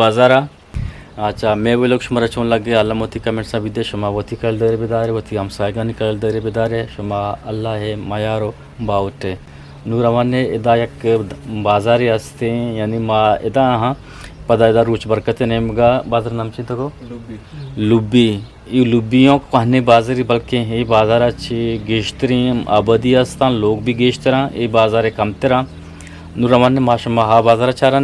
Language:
Eastern Balochi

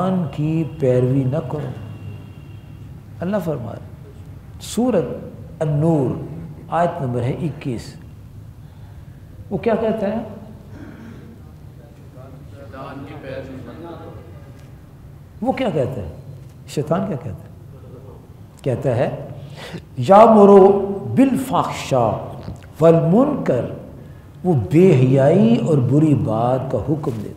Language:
Urdu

